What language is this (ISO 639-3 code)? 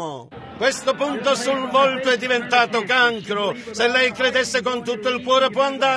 ita